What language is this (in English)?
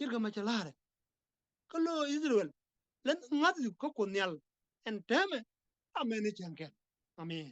Nuer